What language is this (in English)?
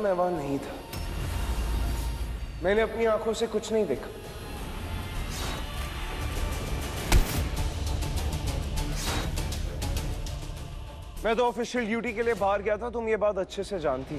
Hindi